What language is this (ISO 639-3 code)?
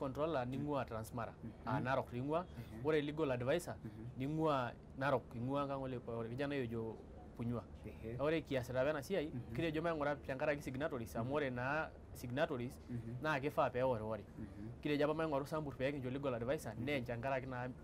mas